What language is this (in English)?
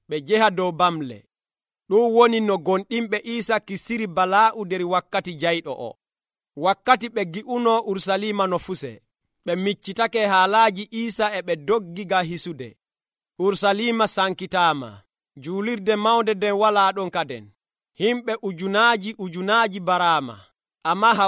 Nigerian Fulfulde